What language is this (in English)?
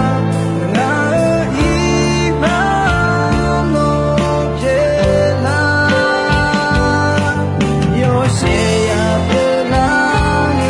Akha